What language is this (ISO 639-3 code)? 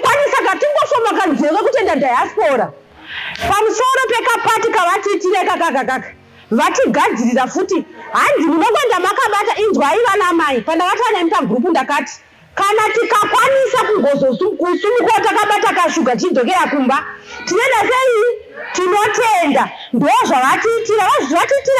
sna